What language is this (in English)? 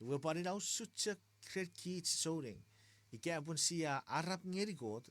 Chuukese